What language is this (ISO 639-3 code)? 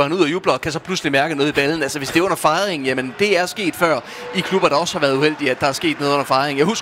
dan